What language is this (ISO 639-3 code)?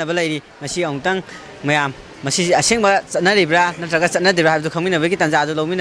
mni